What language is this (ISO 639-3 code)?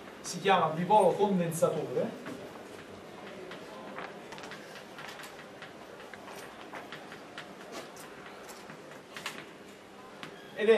ita